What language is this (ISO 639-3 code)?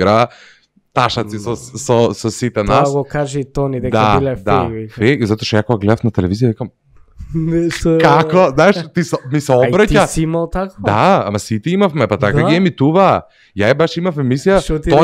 mkd